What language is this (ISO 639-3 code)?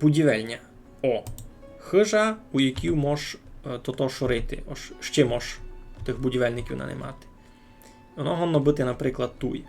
rue